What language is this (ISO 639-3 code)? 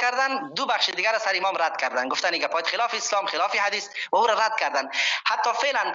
fas